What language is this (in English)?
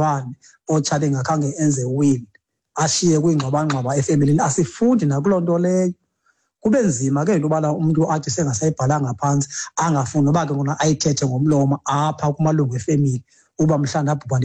Xhosa